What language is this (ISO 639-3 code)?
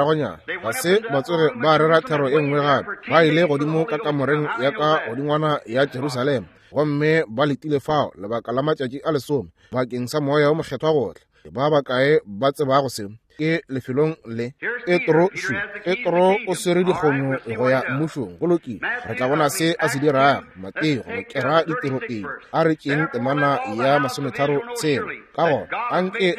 nso